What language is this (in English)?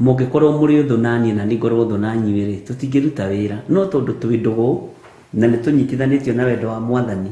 Kikuyu